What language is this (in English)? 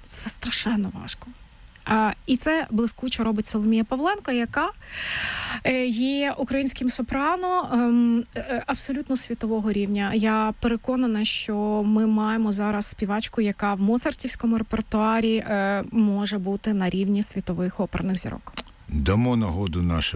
Ukrainian